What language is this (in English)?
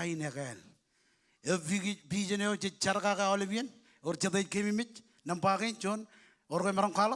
Marshallese